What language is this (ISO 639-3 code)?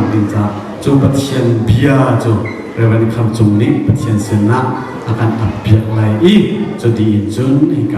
cnh